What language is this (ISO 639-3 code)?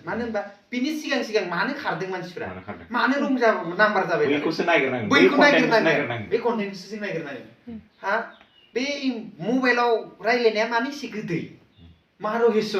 brx